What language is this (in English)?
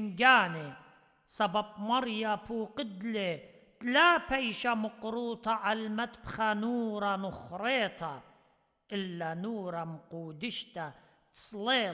Assyrian Neo-Aramaic